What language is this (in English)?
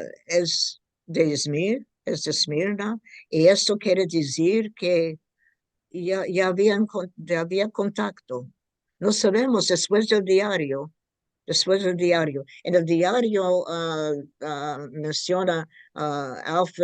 Ladino